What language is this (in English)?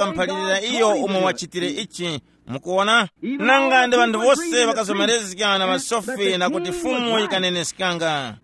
Tumbuka